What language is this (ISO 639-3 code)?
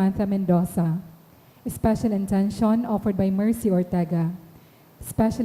bik